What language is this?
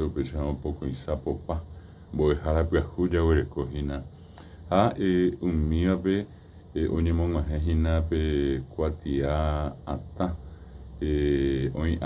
Guarani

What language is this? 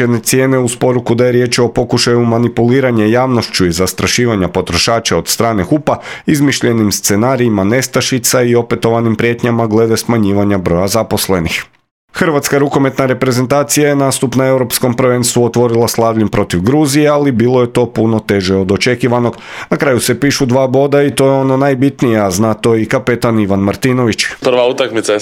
Croatian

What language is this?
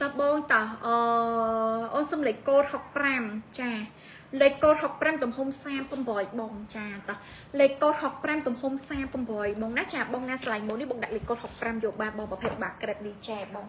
Khmer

